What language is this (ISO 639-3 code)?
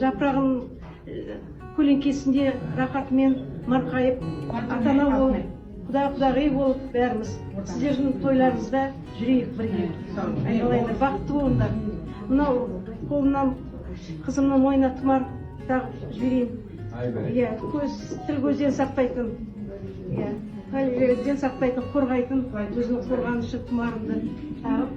kaz